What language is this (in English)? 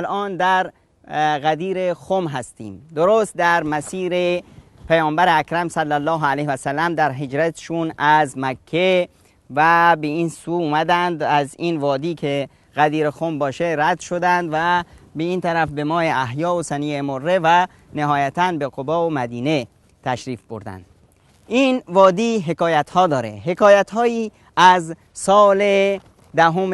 Persian